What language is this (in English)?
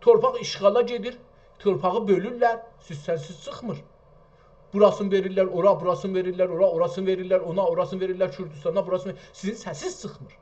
South Azerbaijani